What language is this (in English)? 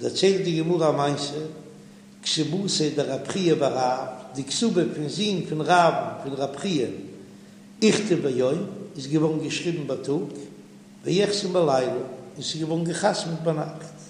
Yiddish